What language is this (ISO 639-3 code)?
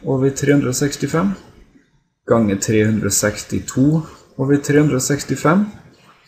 nor